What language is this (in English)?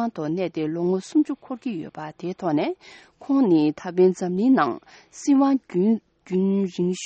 Tibetan